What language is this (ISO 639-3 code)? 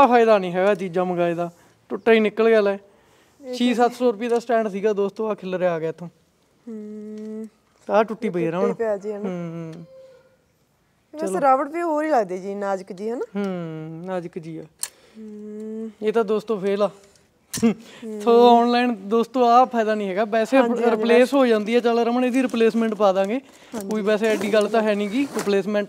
pan